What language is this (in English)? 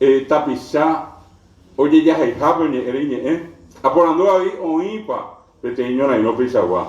Guarani